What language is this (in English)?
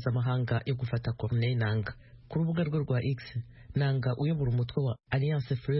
Kinyarwanda